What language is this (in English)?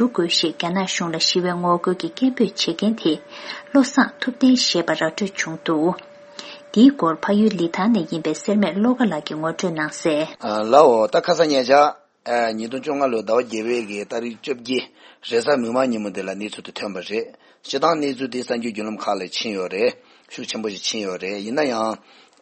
Tibetan